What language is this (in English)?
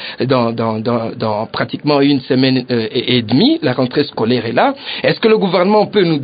French